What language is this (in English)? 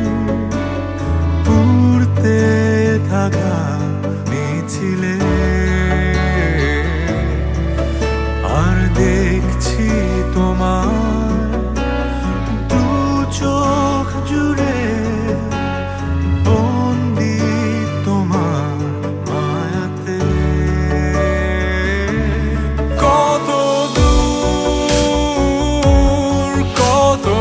Bangla